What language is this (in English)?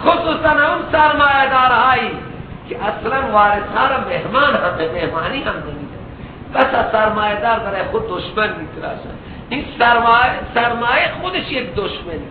Persian